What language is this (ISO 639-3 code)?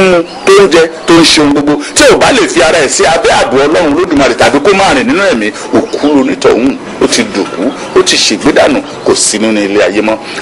yor